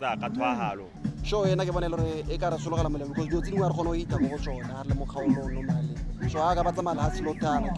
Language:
Tswana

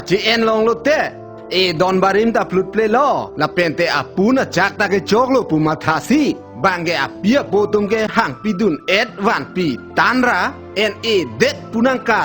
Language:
Karbi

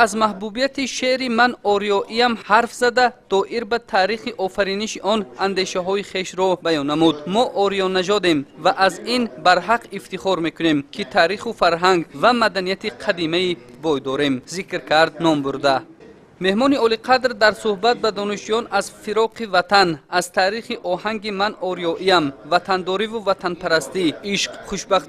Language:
Tajik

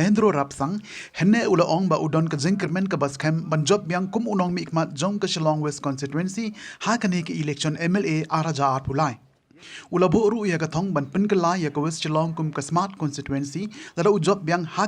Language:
Khasi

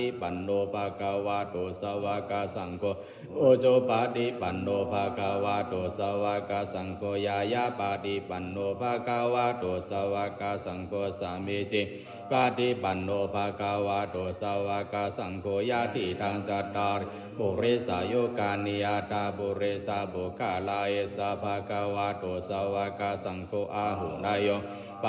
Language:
Pali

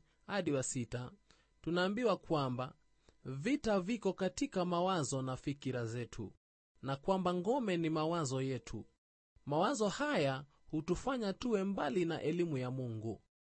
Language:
Swahili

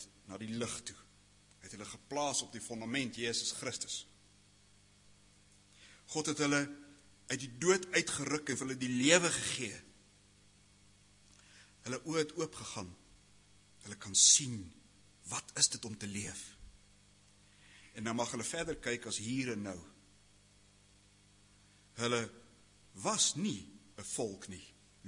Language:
Afrikaans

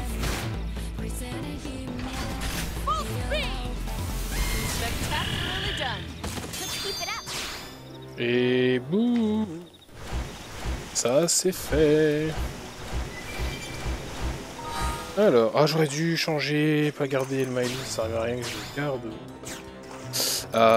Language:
French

